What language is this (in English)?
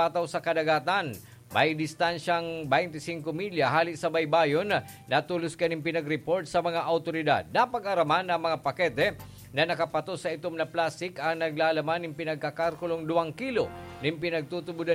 Bikol